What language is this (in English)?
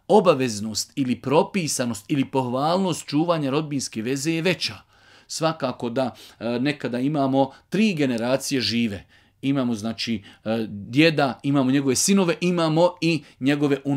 Bosnian